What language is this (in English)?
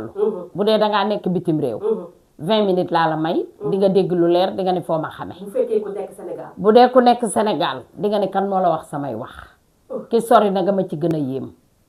Wolof